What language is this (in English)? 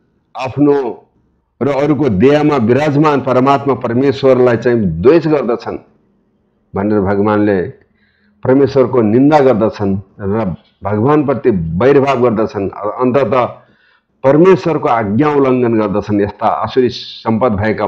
Nepali